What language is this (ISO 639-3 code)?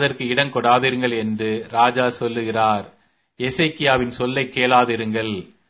tam